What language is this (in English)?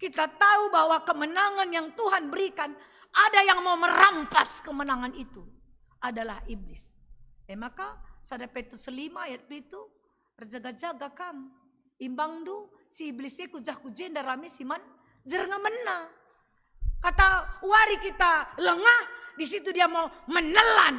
Batak Karo